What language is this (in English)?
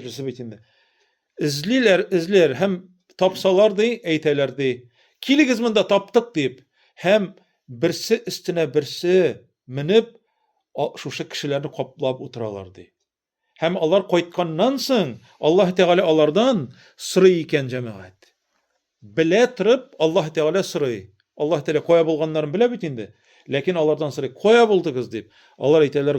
Tatar